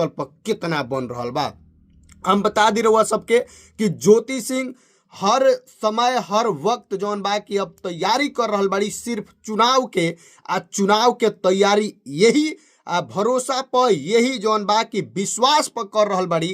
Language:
Bhojpuri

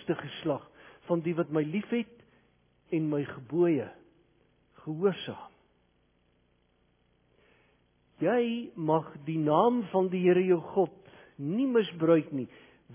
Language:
Afrikaans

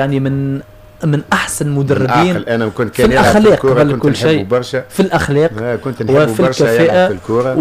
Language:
Tunisian Arabic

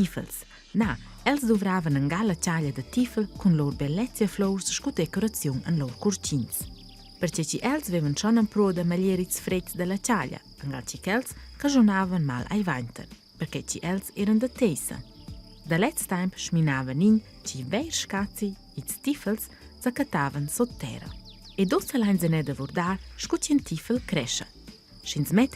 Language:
Romansh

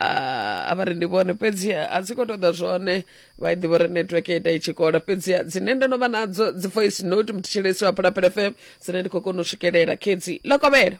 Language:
Venda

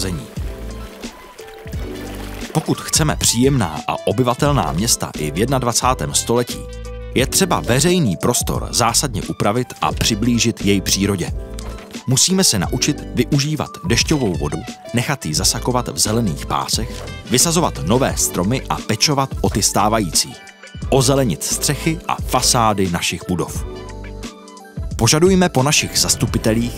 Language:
Czech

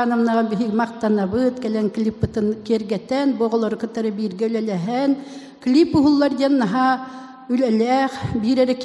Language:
Yakut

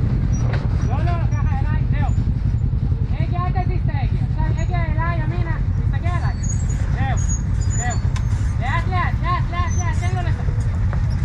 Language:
Hebrew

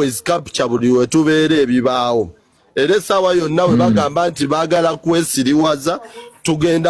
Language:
Ganda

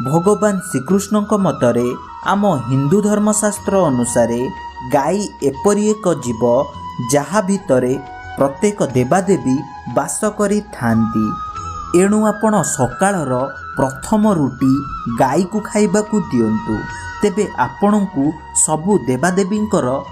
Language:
Odia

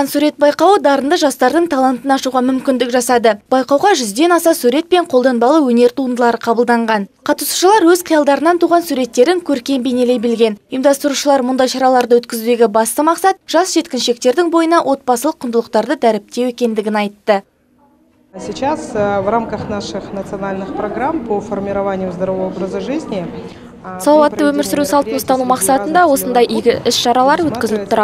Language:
Kazakh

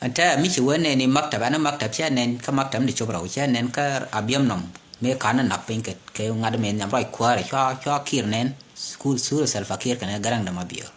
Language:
Nuer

